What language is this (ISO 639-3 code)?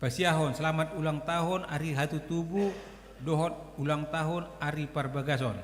bbc